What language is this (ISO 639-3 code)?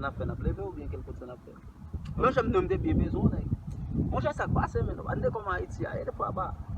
hat